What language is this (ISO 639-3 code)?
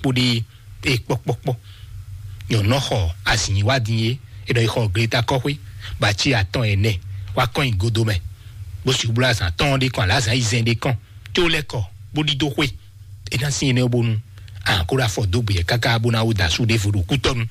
fon